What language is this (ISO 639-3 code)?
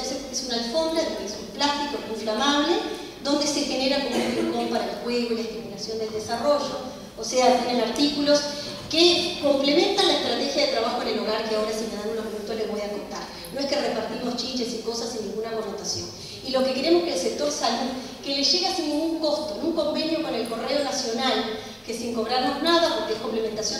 spa